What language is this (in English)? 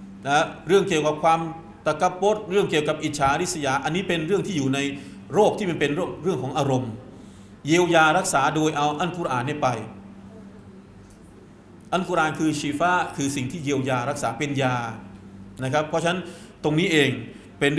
Thai